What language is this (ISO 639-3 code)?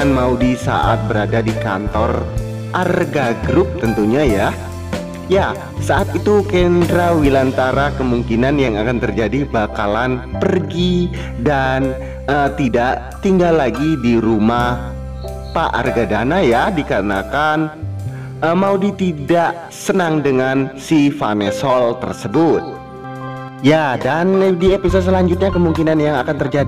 ind